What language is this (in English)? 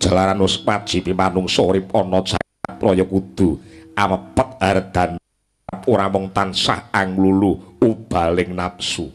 Javanese